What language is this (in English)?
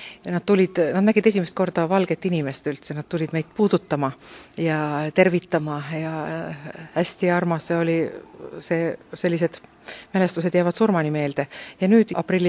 Estonian